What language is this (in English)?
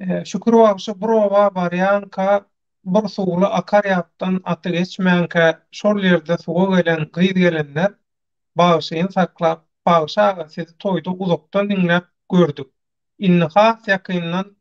Turkmen